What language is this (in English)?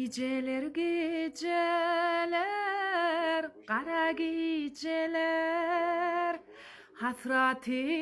Turkmen